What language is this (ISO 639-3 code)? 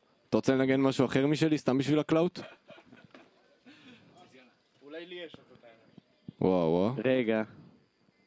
heb